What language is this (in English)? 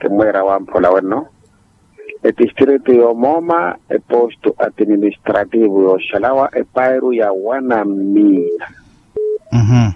Makhuwa